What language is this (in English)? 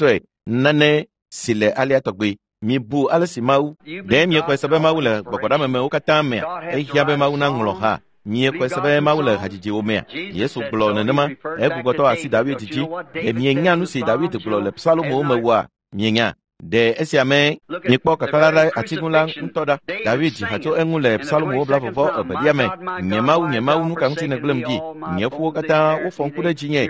Ewe